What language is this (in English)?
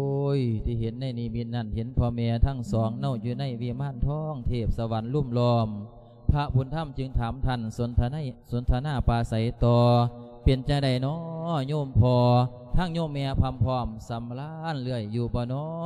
Lao